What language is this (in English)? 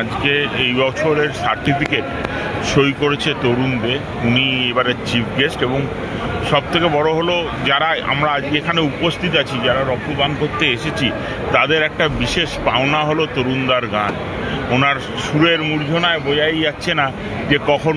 Bangla